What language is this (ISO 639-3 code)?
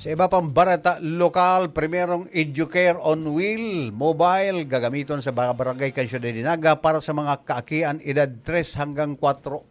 bik